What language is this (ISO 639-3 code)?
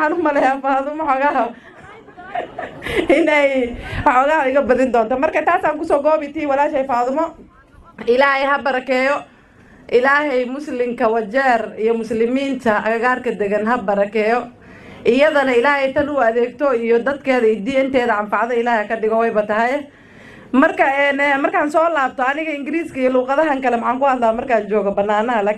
som